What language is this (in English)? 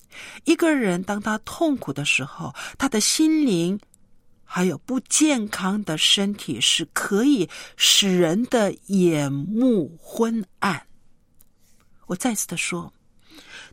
Chinese